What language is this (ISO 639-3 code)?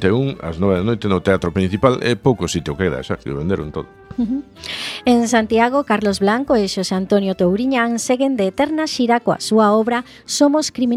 glg